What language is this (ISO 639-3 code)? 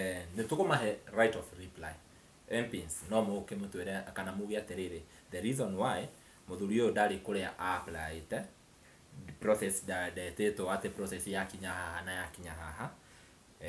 kik